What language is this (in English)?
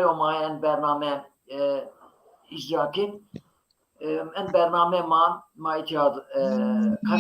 Zaza